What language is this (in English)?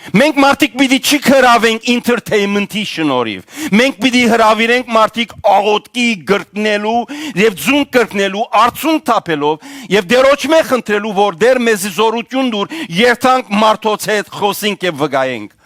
Western Armenian